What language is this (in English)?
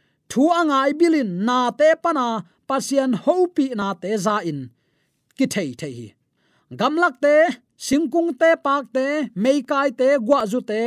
Tedim Chin